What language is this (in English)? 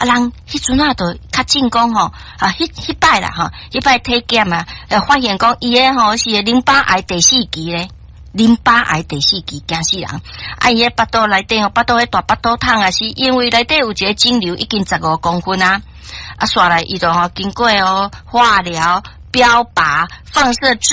Min Nan Chinese